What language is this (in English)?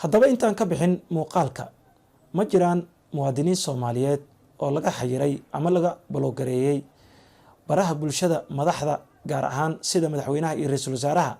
Somali